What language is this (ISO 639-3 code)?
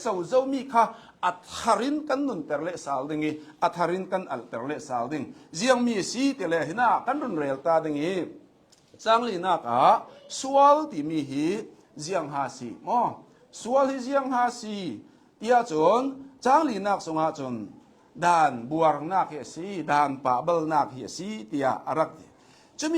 cnh